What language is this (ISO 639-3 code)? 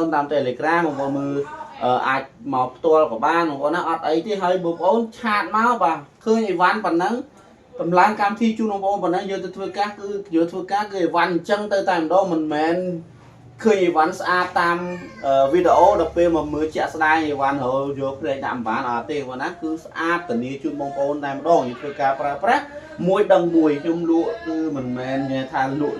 khm